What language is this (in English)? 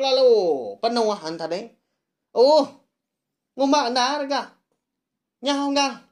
Iban